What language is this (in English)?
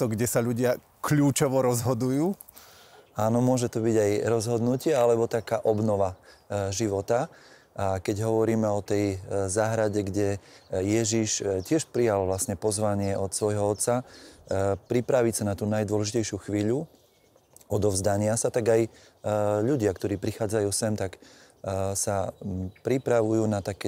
Slovak